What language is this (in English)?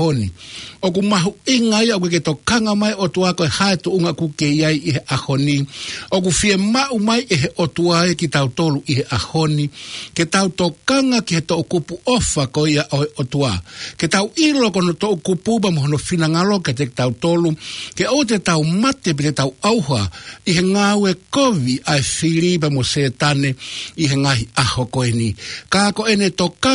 Tongan